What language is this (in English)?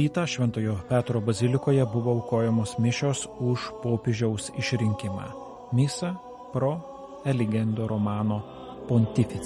Lithuanian